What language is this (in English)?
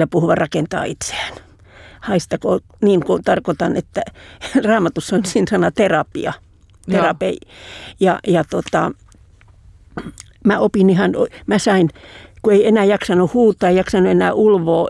Finnish